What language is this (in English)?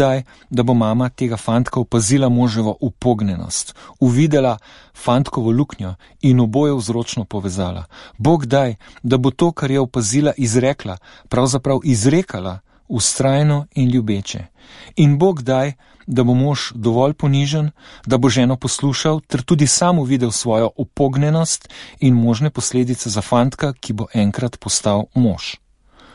Slovenian